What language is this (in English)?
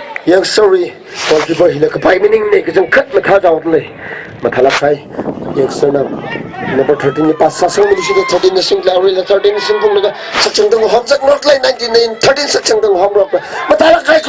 Tangkhul Naga (India)